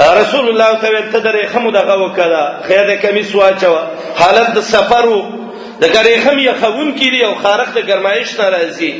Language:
Pashto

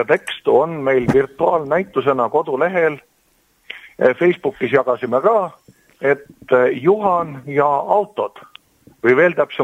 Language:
Estonian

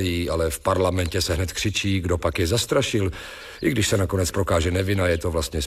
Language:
Czech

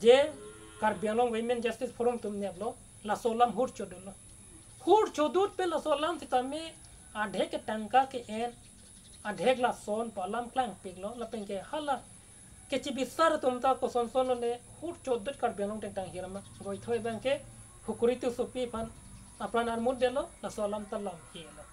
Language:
Karbi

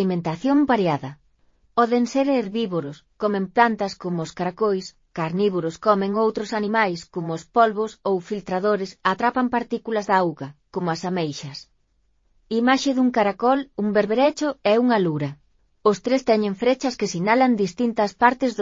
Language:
Galician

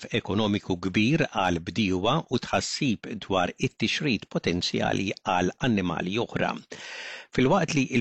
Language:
Maltese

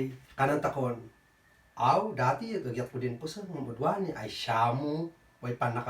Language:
Kankanaey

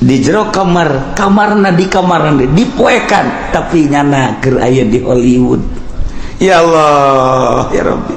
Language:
Sundanese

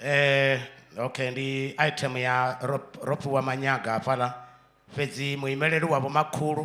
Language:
Venda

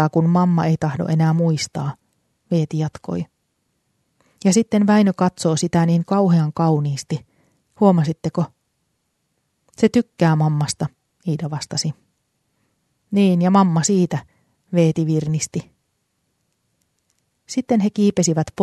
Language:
Finnish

